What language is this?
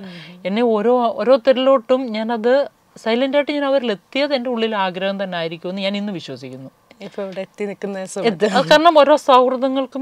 Malayalam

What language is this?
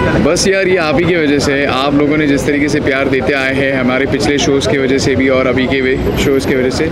Hindi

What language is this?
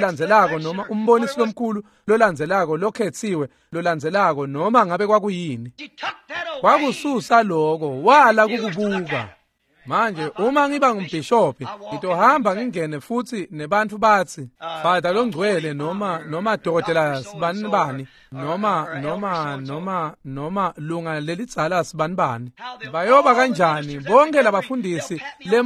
Swati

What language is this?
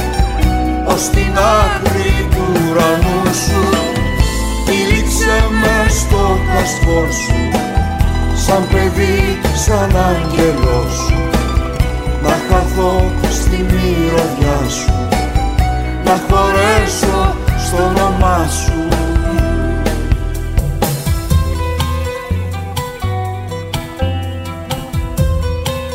Greek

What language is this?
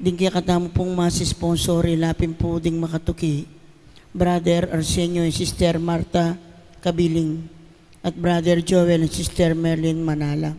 Pampanga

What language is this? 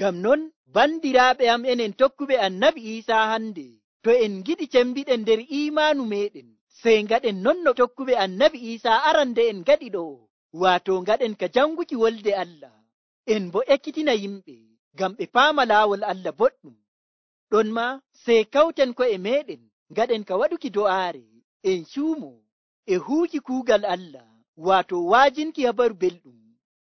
Nigerian Fulfulde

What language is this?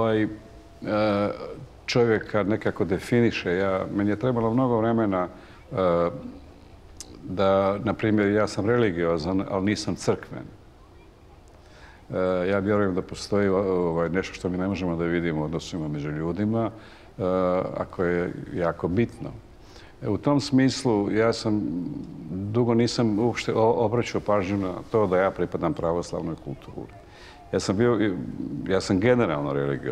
Serbian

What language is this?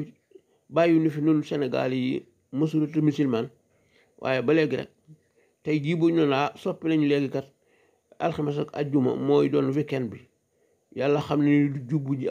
Wolof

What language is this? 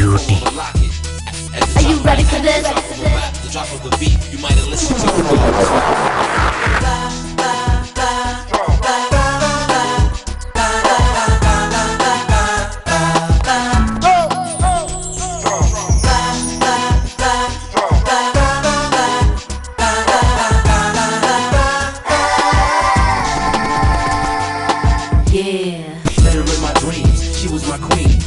Kannada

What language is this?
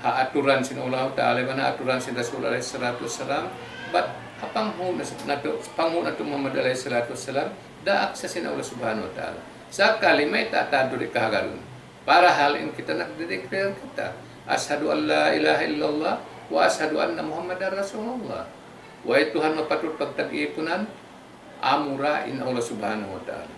Tausug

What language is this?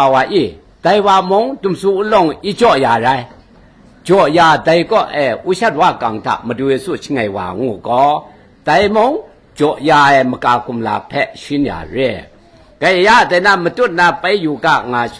Kachin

